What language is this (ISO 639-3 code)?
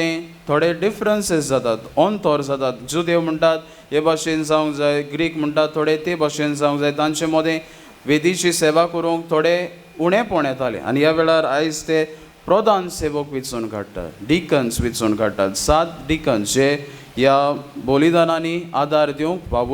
kok